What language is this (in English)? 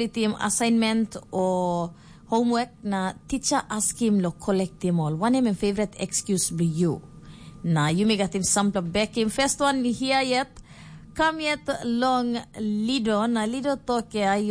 Tok Pisin